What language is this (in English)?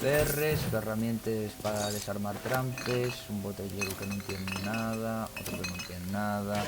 Asturian